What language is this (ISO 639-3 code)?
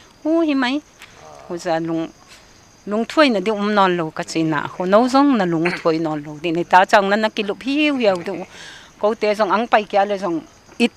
pck